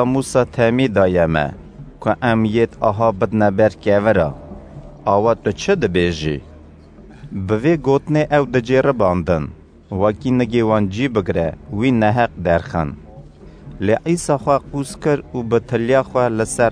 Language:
Kurdish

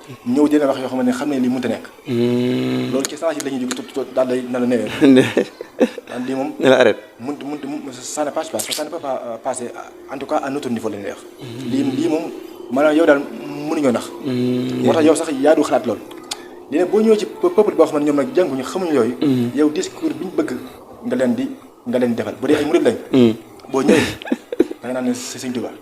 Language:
Wolof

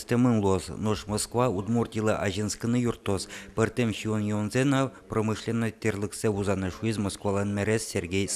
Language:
Udmurt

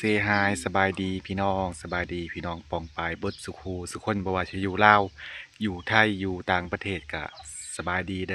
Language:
Lao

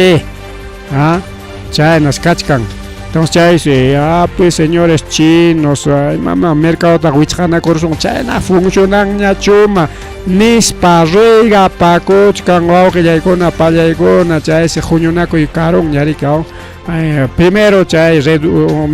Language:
Ayacucho Quechua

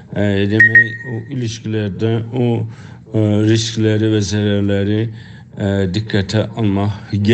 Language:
South Azerbaijani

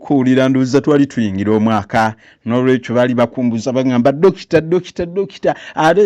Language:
Ganda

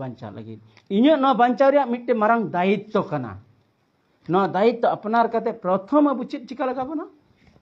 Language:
Santali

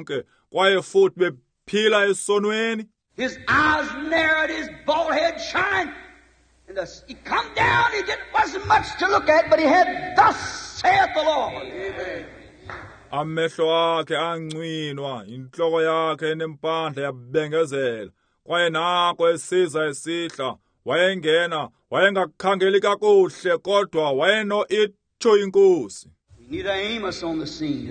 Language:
Xhosa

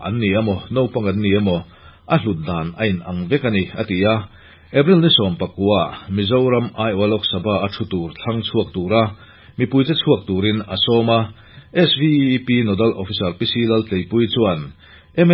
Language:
Mizo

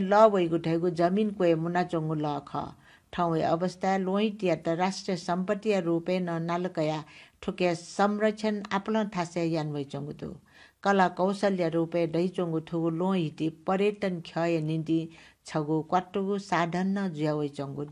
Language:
Newari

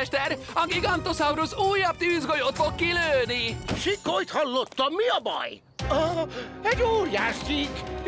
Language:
Hungarian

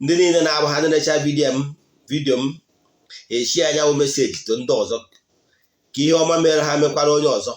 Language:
Igbo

